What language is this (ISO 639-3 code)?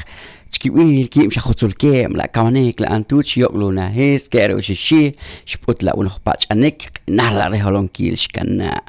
poh